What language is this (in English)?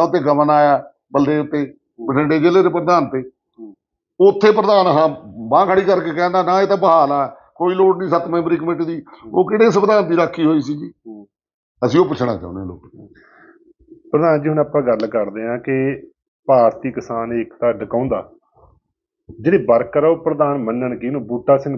Punjabi